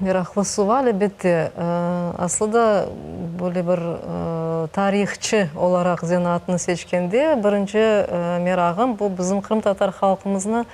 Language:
Crimean Tatar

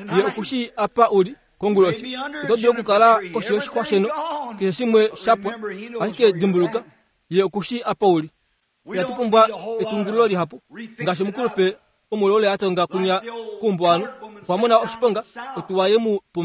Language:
Kuanyama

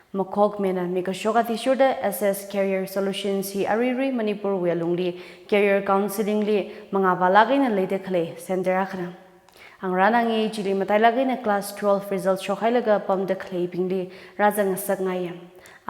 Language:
Tangkhul Naga (India)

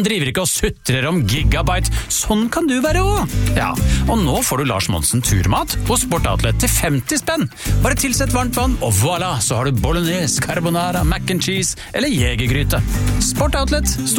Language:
Norwegian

